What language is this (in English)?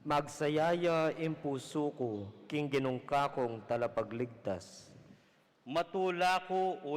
Pampanga